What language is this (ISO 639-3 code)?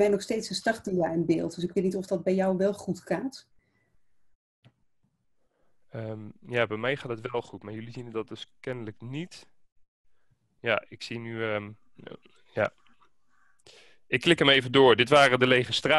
nld